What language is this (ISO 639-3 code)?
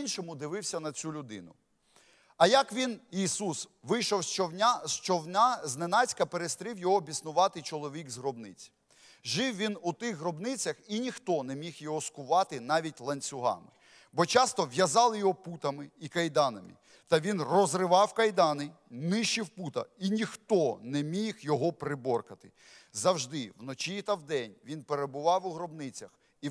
ukr